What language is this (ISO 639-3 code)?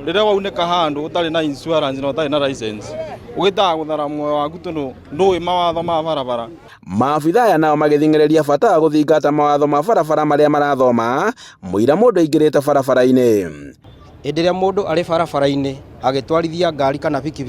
kik